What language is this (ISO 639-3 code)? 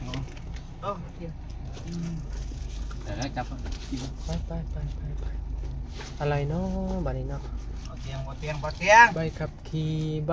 tts